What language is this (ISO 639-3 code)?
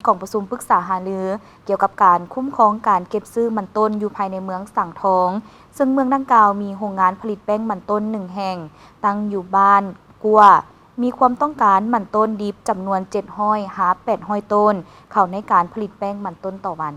lao